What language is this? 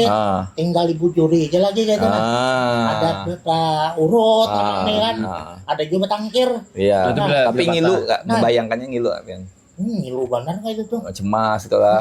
Banjar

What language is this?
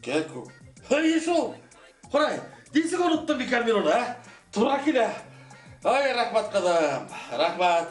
Bashkir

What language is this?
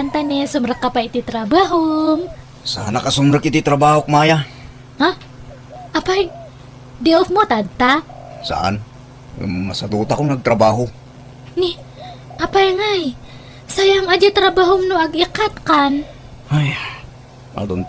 Iloko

